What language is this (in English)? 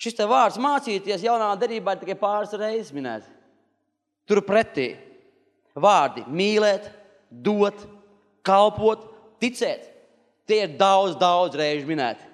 Latvian